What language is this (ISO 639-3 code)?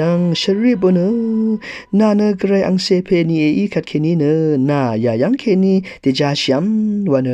raw